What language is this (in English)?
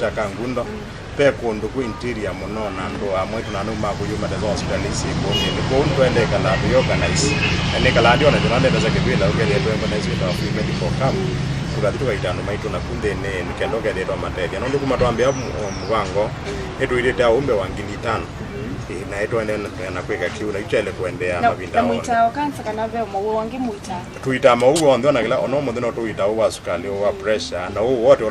Kamba